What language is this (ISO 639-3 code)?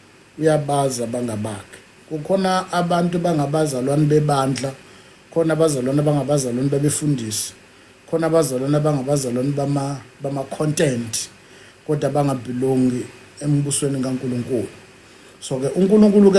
zul